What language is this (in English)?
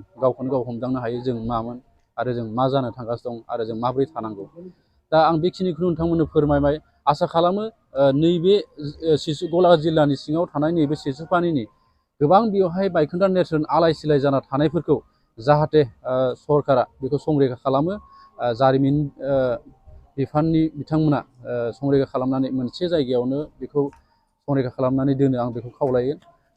Bodo